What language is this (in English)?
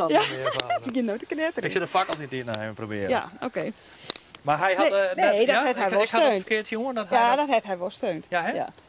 Western Frisian